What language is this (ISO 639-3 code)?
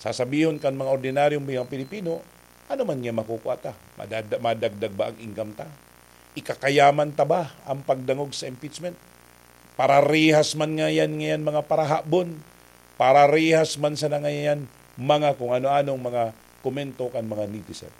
bik